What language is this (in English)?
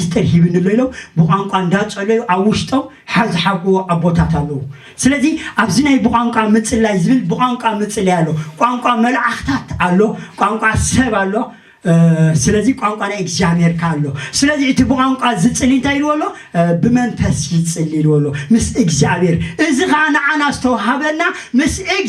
Tigrinya